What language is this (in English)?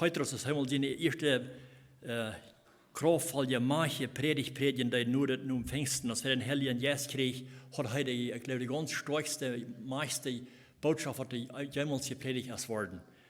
Plautdietsch